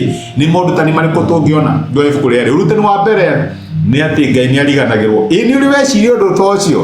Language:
Kikuyu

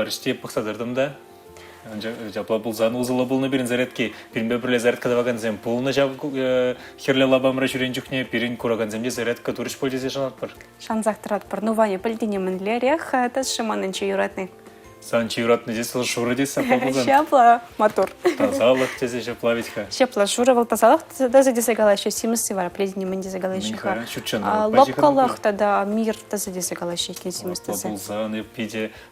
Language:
Chuvash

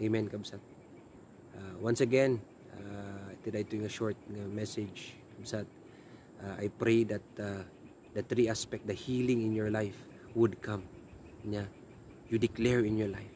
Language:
Iloko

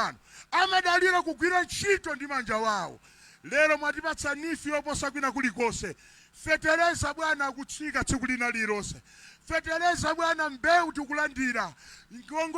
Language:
Nyanja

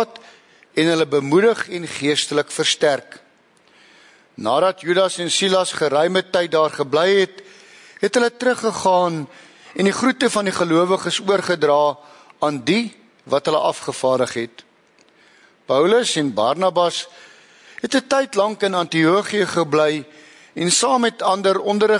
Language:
Afrikaans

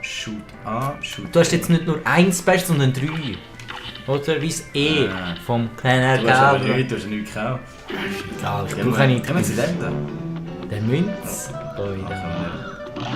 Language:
Swiss German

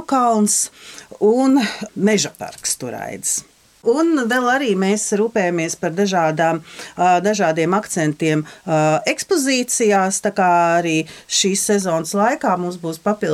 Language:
Latvian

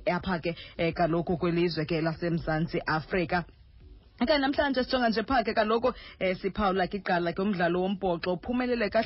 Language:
Xhosa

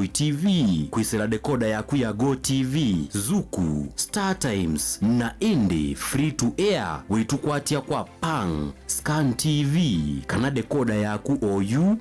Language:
Kamba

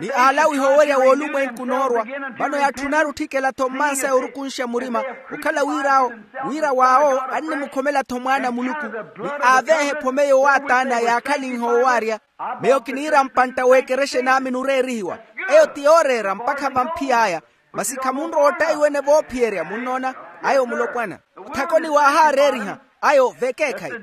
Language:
Makhuwa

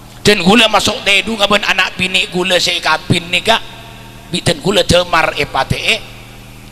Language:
Madurese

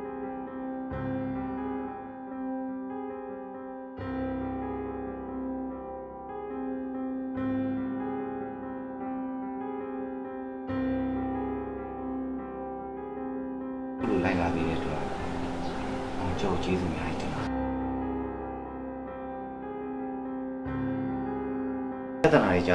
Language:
Burmese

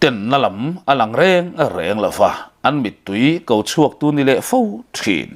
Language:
Mizo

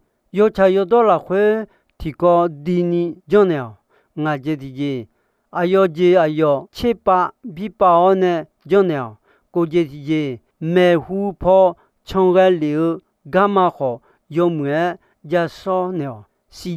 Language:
Akha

